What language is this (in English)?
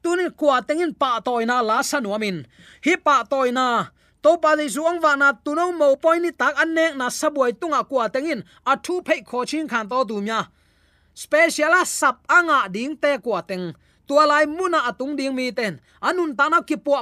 Tedim Chin